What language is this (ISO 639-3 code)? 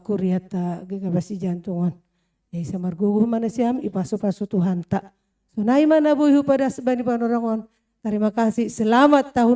bts